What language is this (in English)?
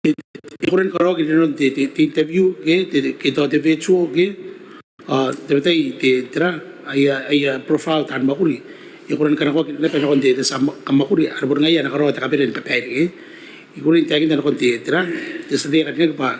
Gilbertese